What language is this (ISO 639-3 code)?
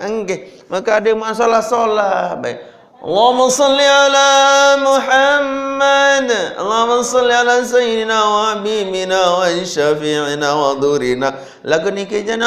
sas